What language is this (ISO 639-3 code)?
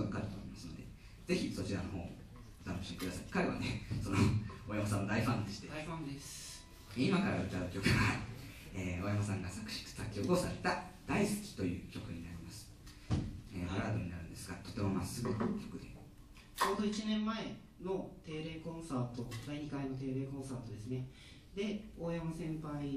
jpn